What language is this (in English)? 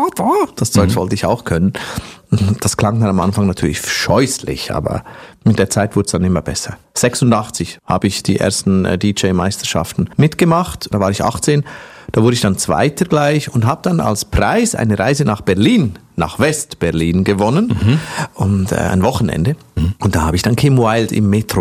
German